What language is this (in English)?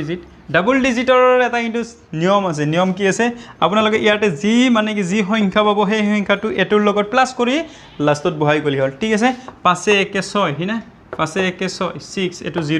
Assamese